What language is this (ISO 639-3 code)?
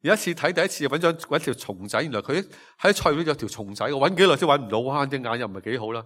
yue